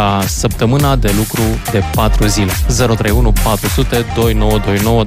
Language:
Romanian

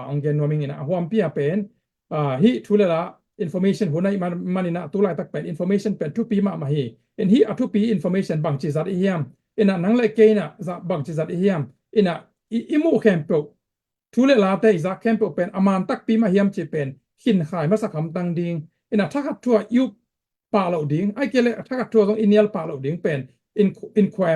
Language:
Tedim Chin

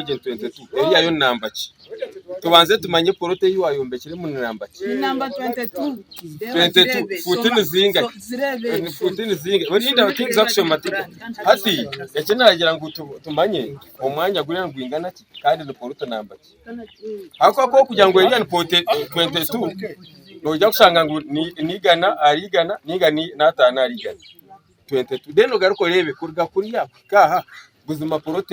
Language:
Nyankole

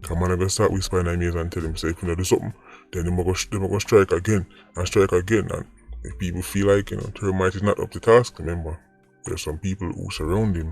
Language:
Jamaican Creole English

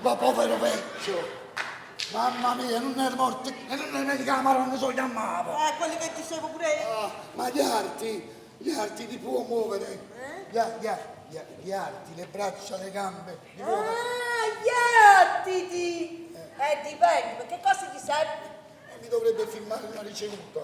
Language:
Neapolitan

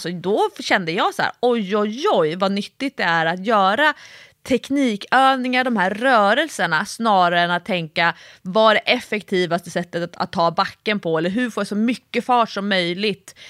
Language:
Swedish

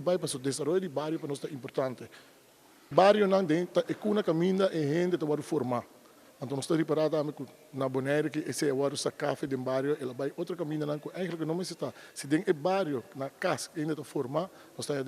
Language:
Papiamento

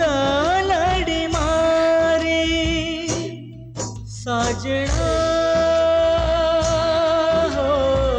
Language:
Gujarati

